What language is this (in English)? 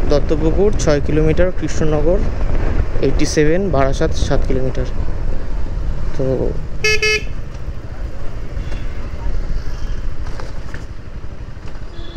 Bangla